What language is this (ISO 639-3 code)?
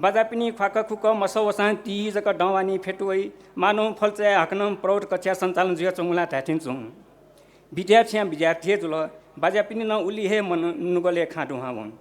new